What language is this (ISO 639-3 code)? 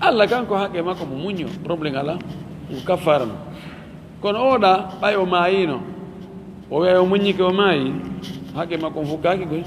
ful